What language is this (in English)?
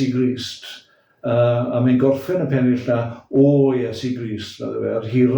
Welsh